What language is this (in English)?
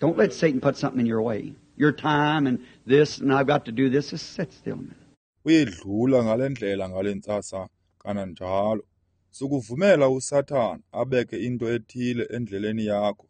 Xhosa